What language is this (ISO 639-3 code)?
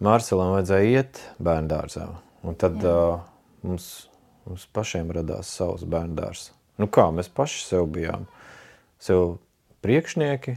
lav